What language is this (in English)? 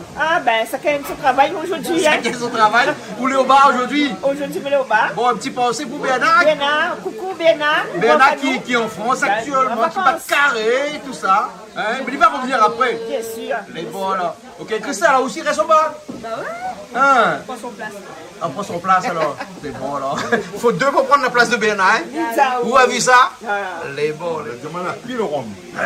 Réunion Creole French